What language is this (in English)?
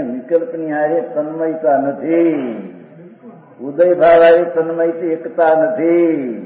Gujarati